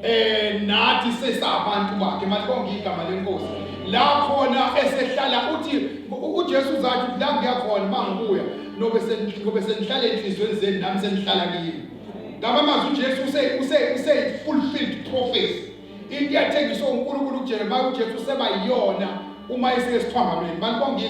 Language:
Zulu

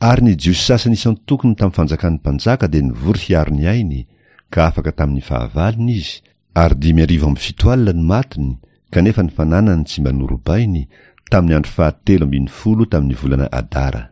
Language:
Malagasy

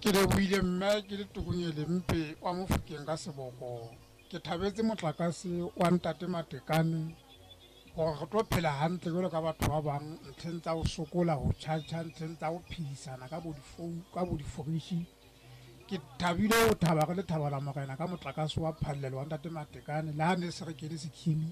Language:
Southern Sotho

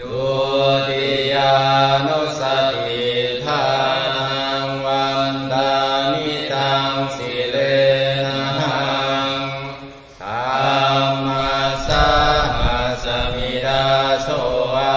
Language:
Pali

